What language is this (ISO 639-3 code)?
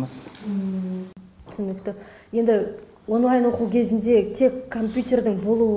kaz